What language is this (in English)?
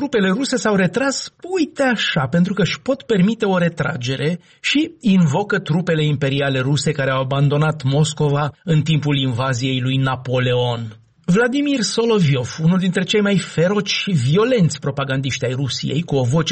Romanian